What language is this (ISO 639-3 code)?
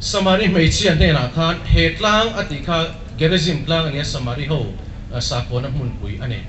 lus